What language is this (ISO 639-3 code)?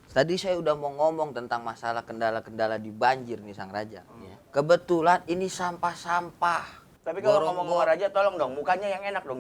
bew